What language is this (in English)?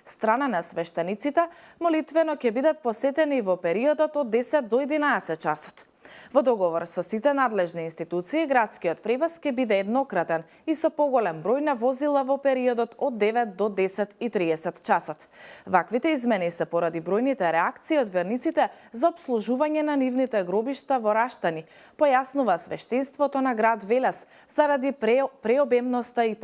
Macedonian